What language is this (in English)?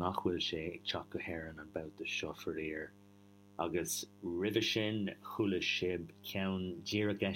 Irish